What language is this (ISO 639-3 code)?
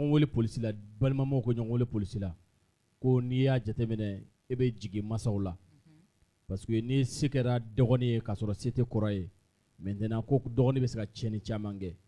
bam